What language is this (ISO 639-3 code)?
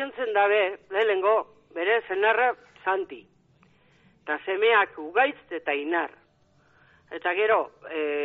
eus